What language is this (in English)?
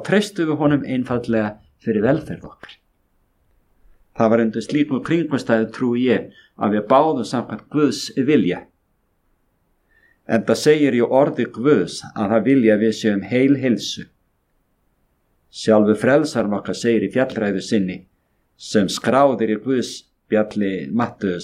Icelandic